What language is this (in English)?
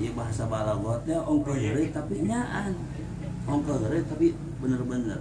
Sundanese